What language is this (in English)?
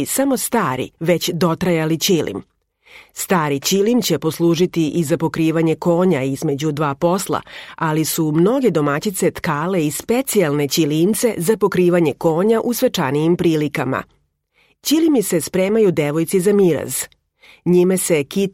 Serbian